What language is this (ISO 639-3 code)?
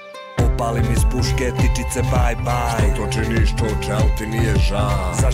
srp